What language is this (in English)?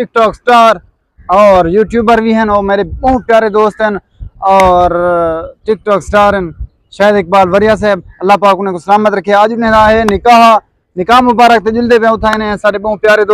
Saraiki